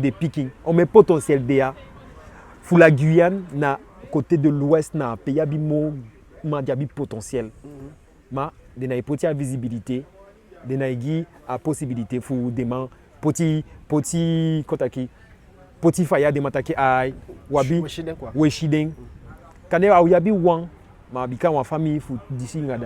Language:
Eastern Maroon Creole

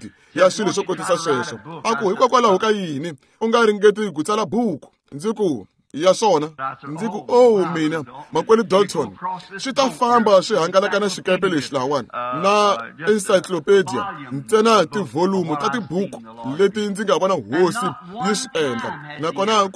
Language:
Tsonga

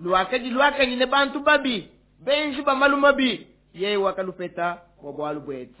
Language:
Luba-Lulua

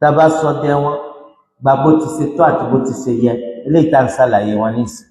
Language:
Yoruba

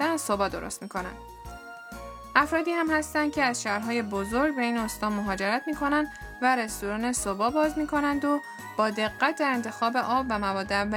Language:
Persian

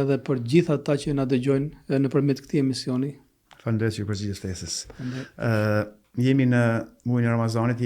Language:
Albanian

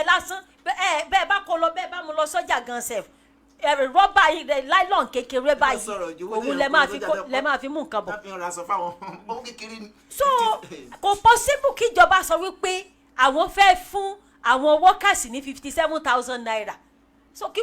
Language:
Yoruba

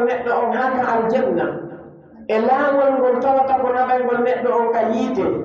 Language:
Pular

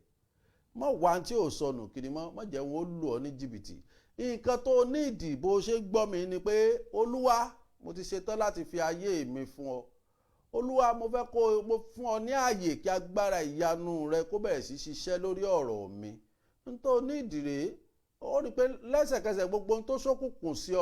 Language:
Yoruba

